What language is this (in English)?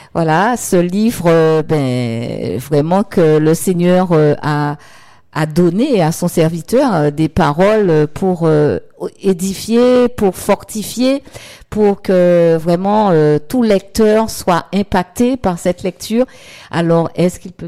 French